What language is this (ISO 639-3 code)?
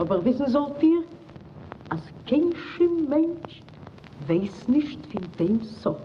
yid